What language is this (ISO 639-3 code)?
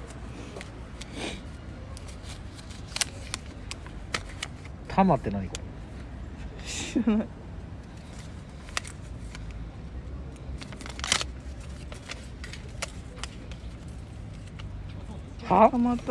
jpn